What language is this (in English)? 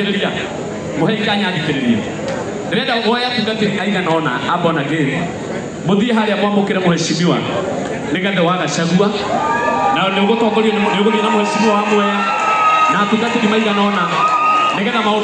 Kikuyu